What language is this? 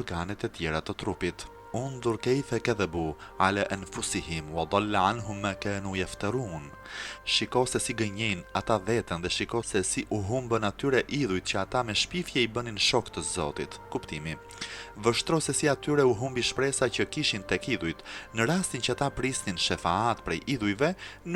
Albanian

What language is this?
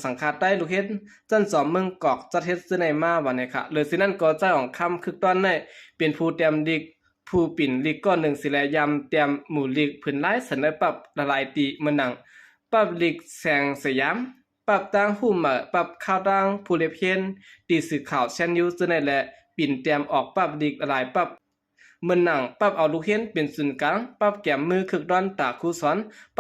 Shan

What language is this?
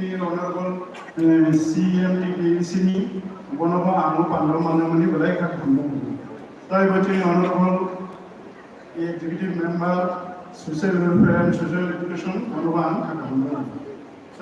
Kok Borok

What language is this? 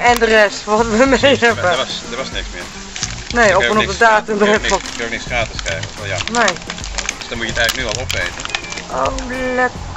Dutch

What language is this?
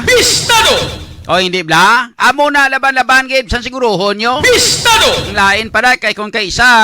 Hiligaynon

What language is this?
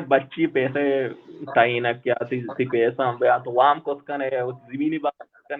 Baluchi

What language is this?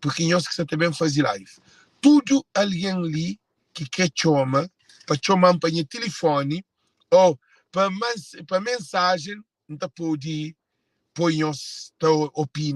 Kabuverdianu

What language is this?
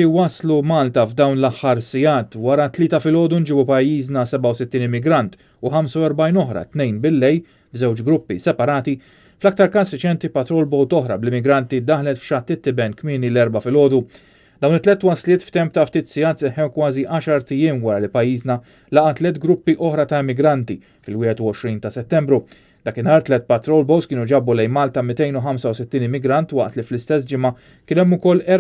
Maltese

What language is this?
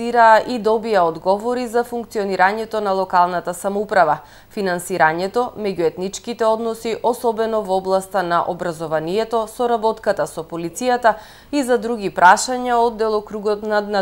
Macedonian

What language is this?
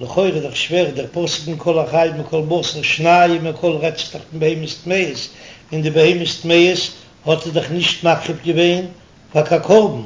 Yiddish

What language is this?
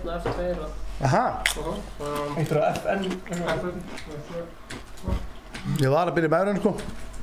Icelandic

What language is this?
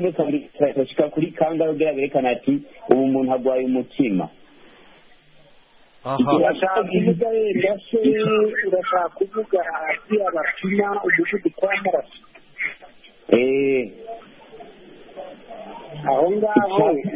Kinyarwanda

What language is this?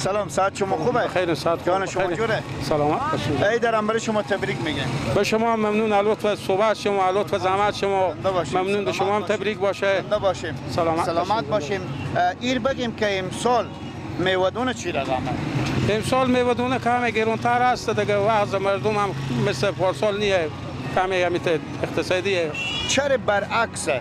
Persian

